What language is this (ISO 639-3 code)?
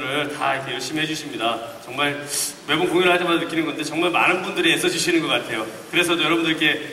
kor